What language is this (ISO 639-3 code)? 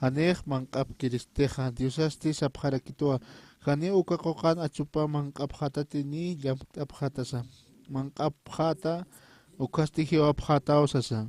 aym